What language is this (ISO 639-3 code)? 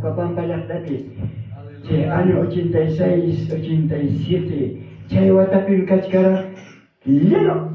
quy